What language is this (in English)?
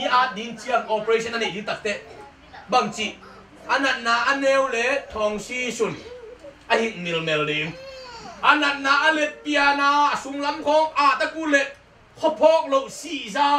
Tedim Chin